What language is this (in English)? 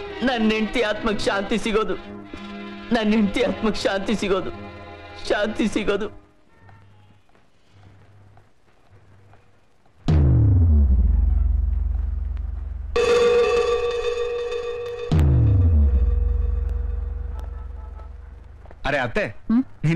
Kannada